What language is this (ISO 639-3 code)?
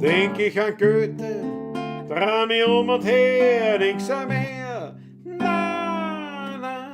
bar